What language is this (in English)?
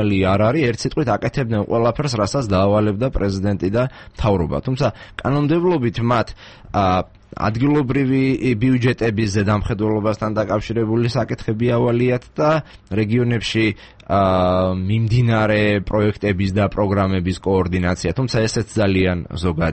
Georgian